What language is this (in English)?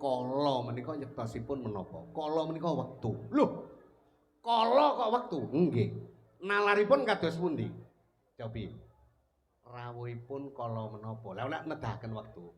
Javanese